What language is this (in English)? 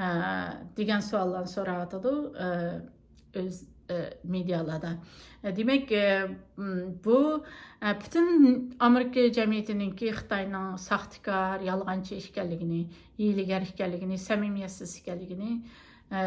Uyghur